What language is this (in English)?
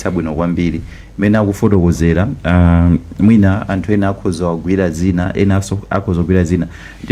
Nyanja